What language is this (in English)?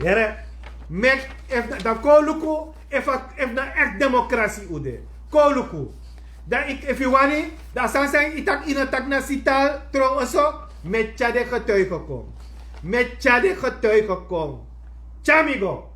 Sranan Tongo